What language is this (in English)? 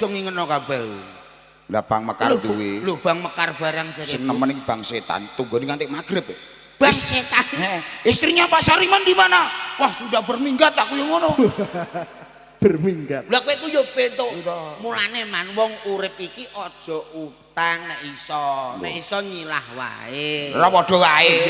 Javanese